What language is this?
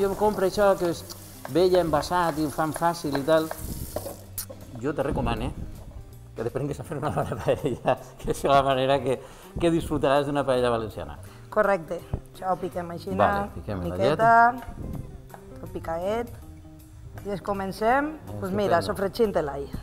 Catalan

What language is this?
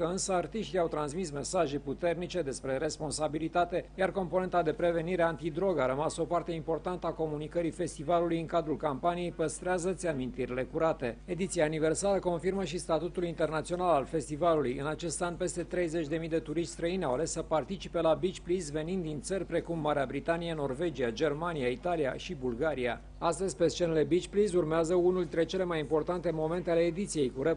Romanian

